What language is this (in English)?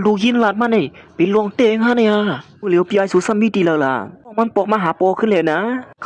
Shan